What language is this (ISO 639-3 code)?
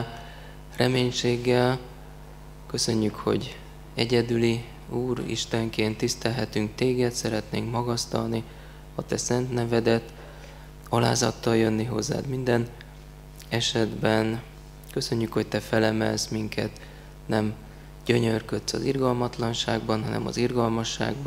hun